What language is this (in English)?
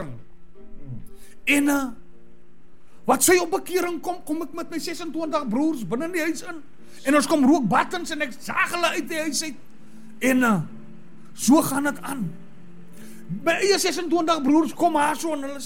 Afrikaans